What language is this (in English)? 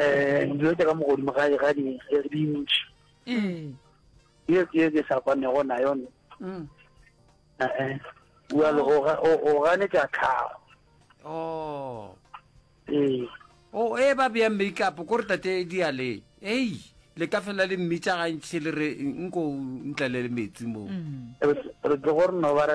Northern Sotho